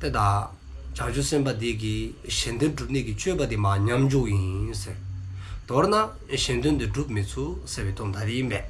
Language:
Dzongkha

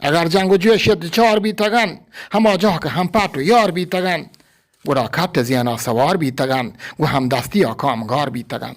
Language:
Eastern Balochi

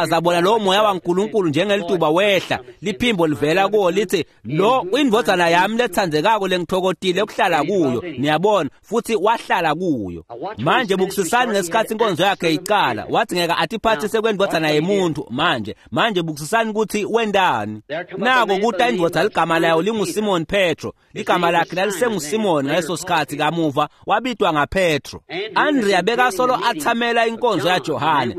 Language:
Swati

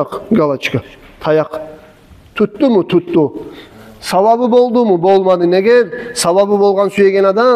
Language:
Kumyk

